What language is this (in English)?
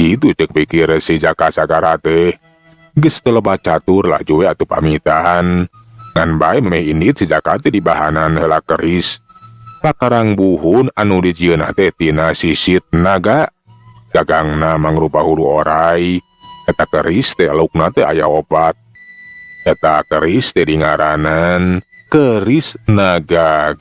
Sundanese